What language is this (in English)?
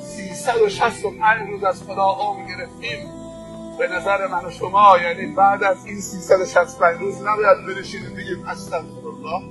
Persian